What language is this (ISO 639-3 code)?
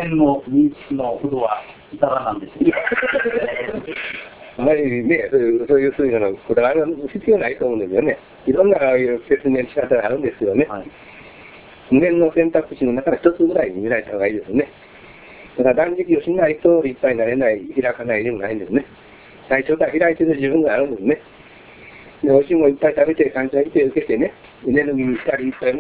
jpn